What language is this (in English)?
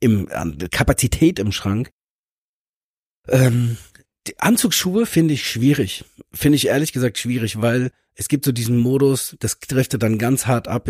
German